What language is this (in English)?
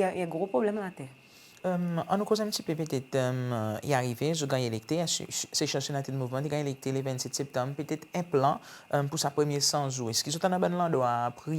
Seselwa Creole French